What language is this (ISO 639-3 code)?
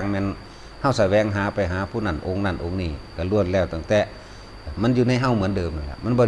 lao